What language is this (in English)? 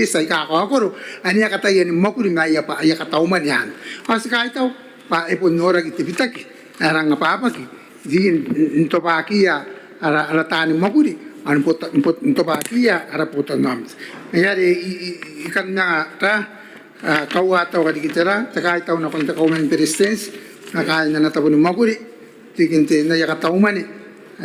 Gilbertese